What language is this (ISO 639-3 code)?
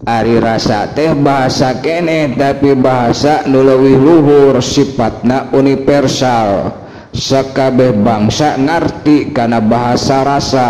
sun